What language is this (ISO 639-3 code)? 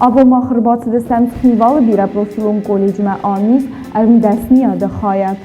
oss